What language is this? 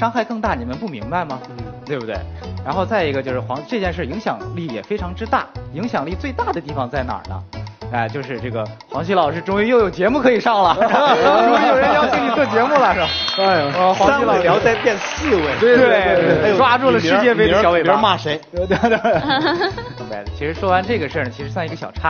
Chinese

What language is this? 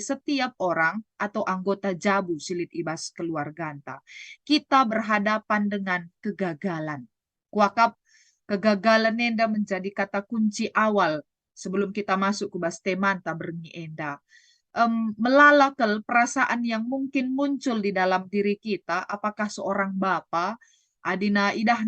Batak Karo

